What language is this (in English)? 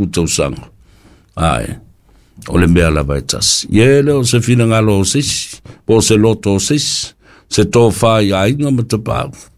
Samoan